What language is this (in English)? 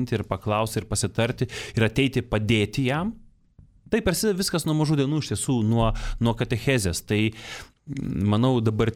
Lithuanian